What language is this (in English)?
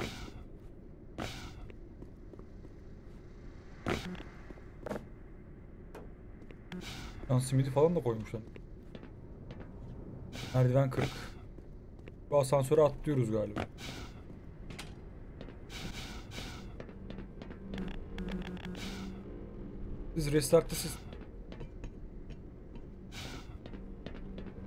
Turkish